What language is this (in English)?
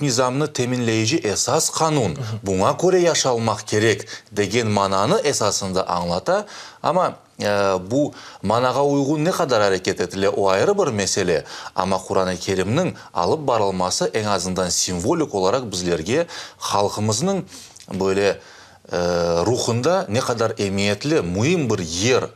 Crimean Tatar